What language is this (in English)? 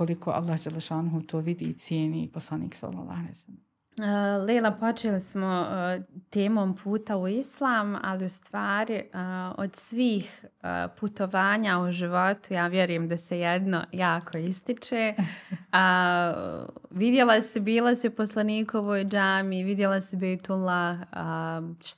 Bosnian